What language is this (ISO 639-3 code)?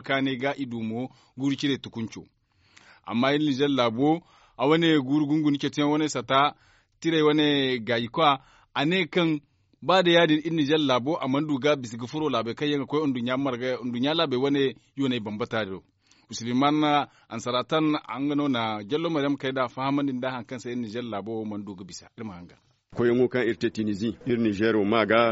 dje